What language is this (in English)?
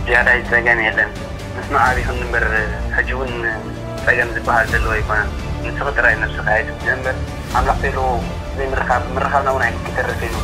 Tigrinya